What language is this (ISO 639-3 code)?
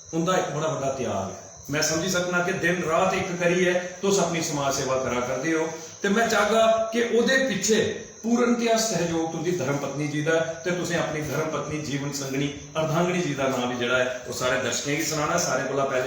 doi